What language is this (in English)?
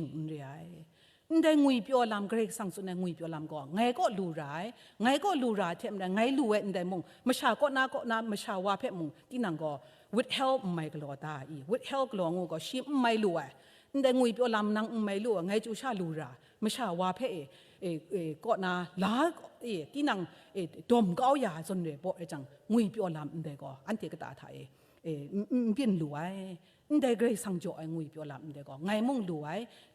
Kachin